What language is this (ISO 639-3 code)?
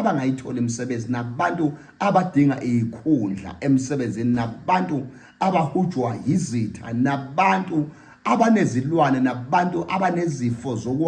zul